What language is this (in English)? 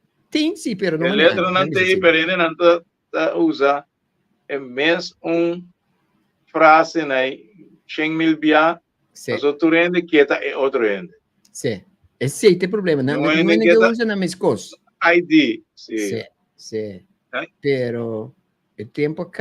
Papiamento